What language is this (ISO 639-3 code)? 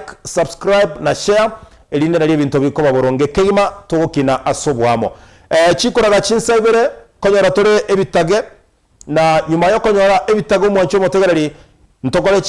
guz